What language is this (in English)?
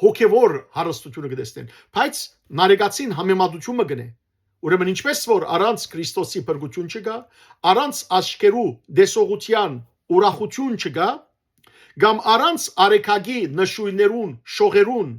Western Armenian